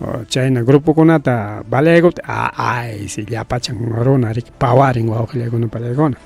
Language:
Ayacucho Quechua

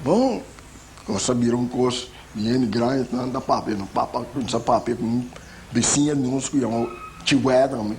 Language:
Papiamento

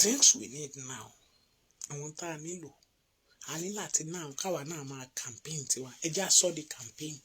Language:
Yoruba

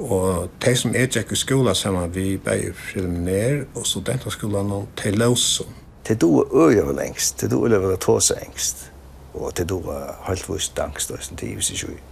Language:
Faroese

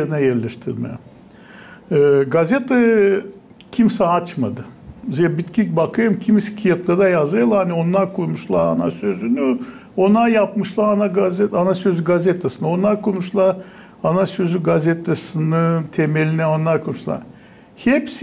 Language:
Gagauz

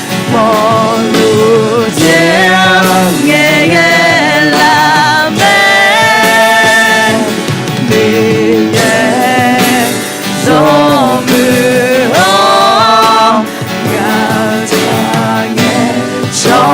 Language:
Akha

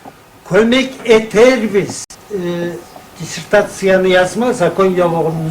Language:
Kumyk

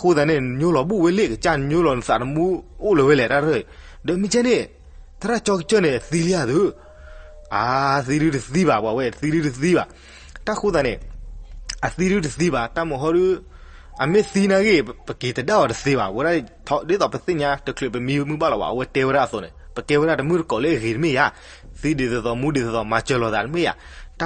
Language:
S'gaw Karen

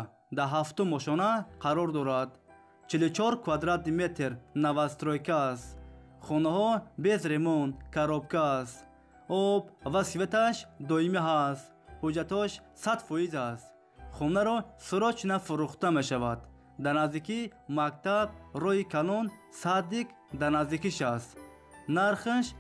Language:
Tajik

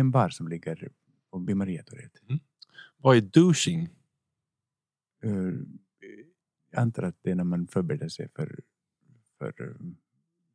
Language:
Swedish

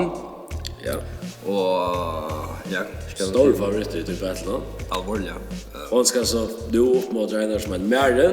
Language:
Faroese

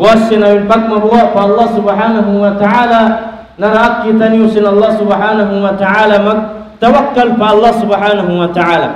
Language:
Tausug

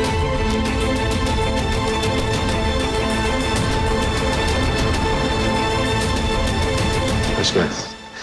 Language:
Turkish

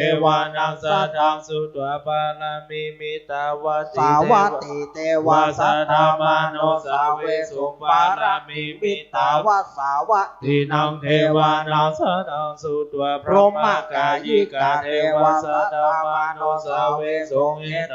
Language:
Pali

